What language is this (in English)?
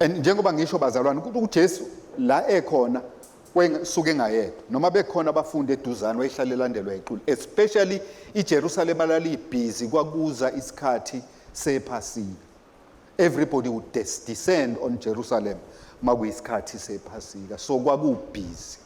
Zulu